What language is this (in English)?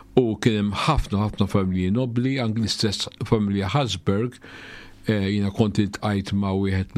Maltese